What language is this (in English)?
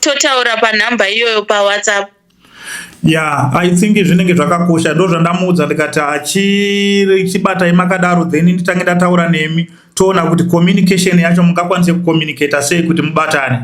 Shona